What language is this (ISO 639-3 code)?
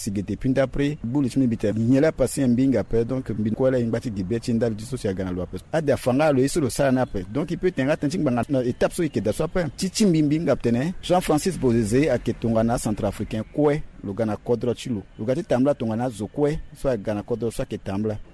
sag